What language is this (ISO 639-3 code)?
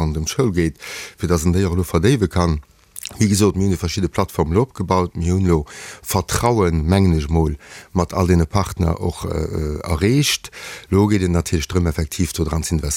ltz